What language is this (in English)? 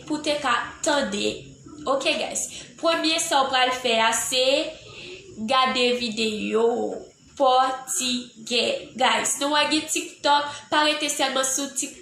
Haitian Creole